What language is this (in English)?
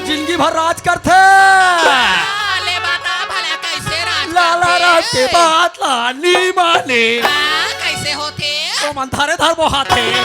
Chhattisgarhi